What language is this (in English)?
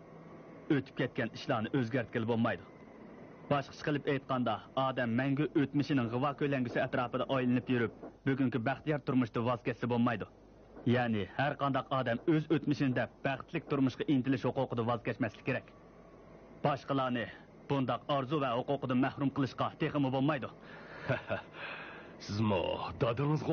Uyghur